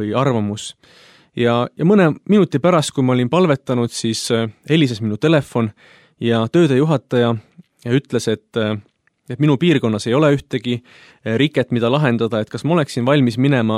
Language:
Estonian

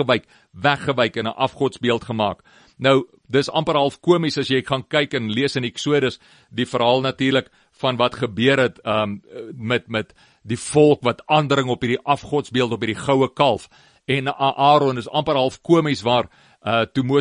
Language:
Afrikaans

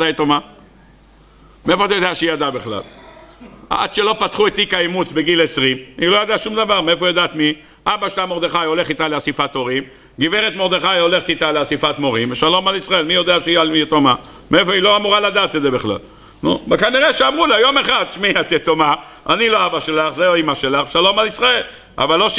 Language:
Hebrew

